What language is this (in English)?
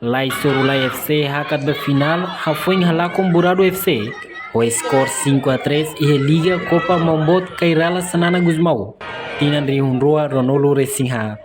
Tetum